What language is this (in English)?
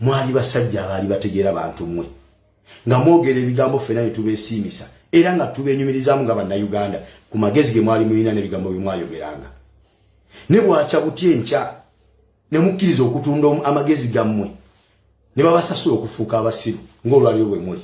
Ganda